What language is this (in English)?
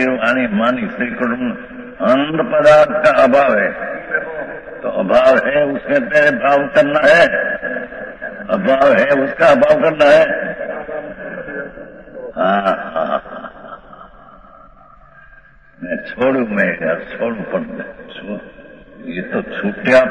Hindi